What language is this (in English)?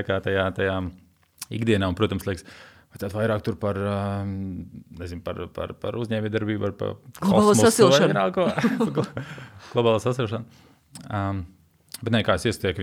Latvian